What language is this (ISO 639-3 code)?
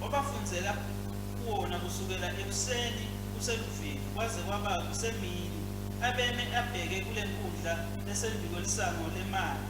ssw